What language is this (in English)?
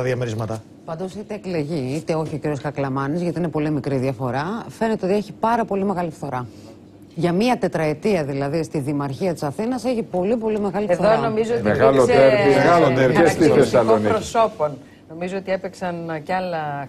Greek